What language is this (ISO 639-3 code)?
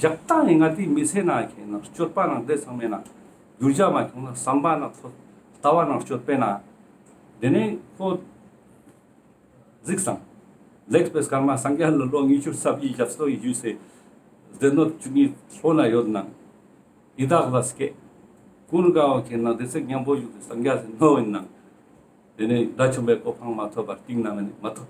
lbj